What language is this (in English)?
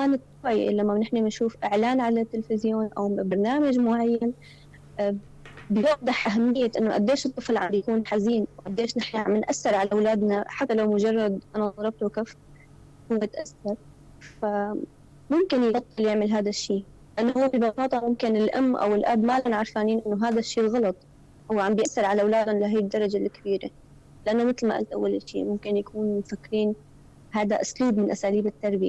North Levantine Arabic